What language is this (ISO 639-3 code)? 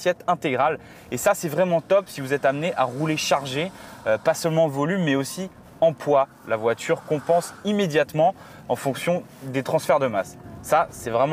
fra